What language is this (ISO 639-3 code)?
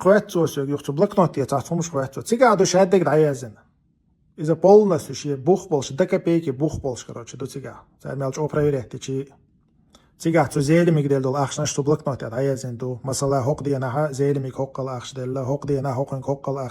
che